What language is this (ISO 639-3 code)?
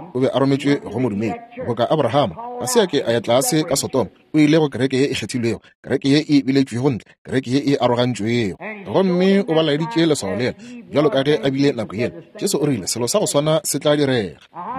nso